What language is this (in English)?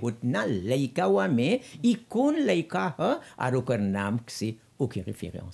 Bhojpuri